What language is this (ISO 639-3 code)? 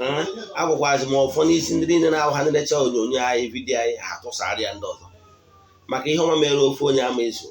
ibo